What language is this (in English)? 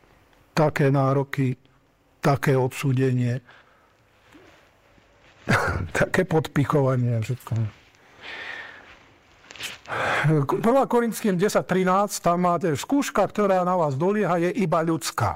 Slovak